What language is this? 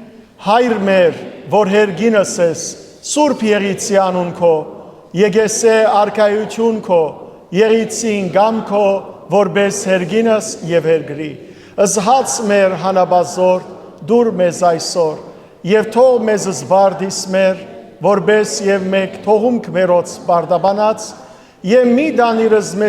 Western Armenian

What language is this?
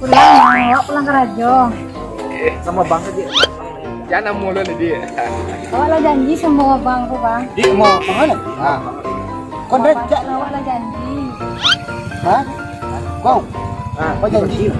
Minangkabau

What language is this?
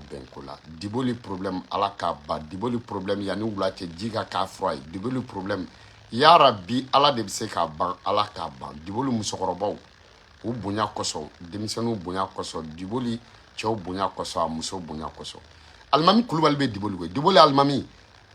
Bambara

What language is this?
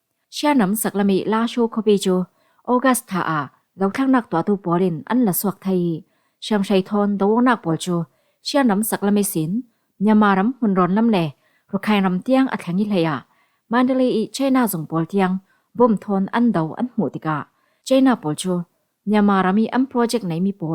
Falam Chin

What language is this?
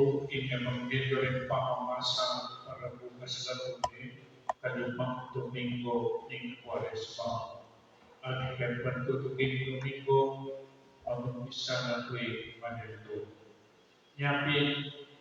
Pampanga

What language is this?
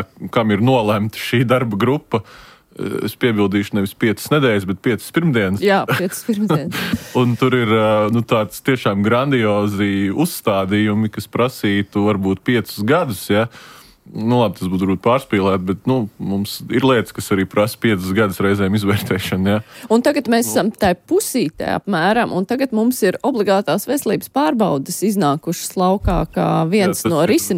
Latvian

